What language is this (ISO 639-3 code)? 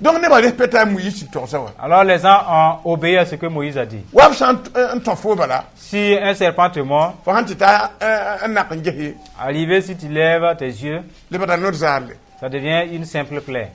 mos